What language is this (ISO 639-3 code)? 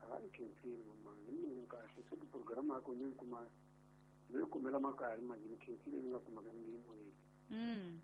tso